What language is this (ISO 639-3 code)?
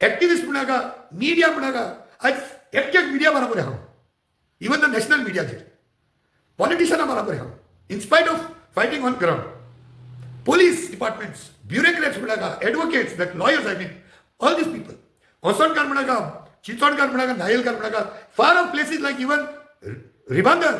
kok